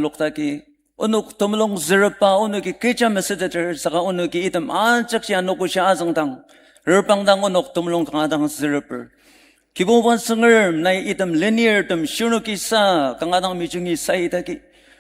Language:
Ao Naga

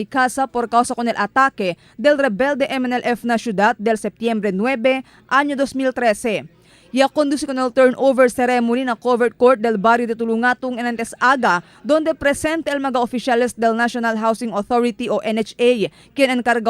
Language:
Chavacano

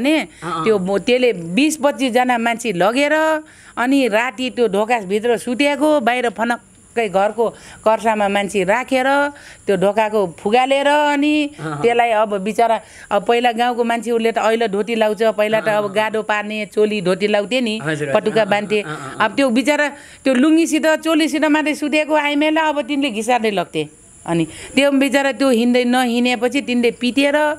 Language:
Nepali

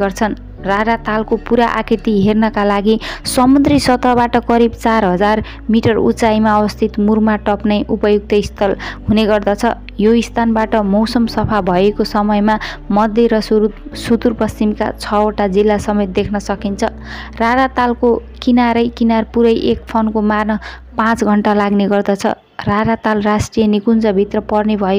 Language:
Nepali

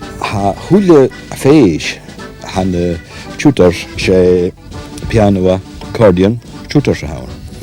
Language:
Scottish Gaelic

